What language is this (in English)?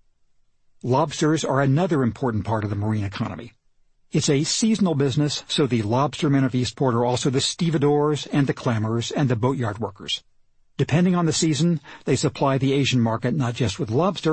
English